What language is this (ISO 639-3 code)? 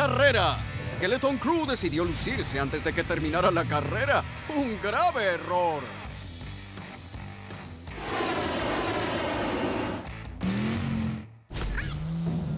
spa